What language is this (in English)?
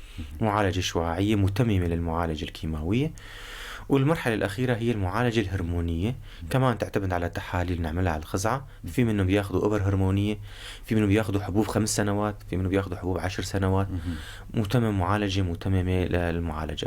North Levantine Arabic